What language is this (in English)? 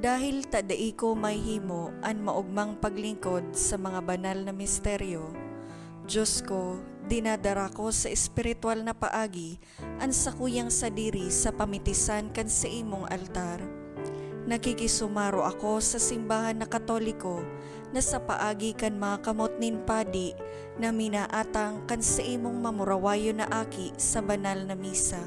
Bikol